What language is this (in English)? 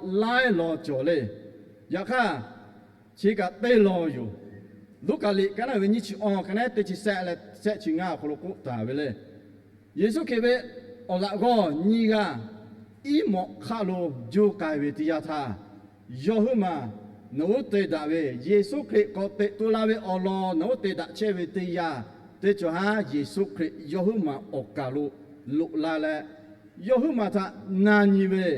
Lahu